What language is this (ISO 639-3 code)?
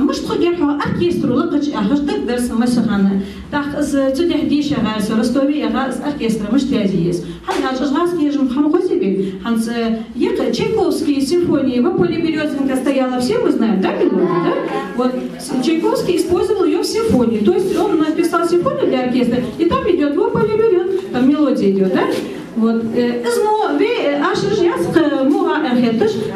inh